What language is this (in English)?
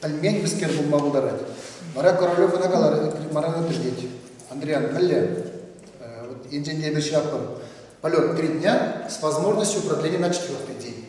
Chuvash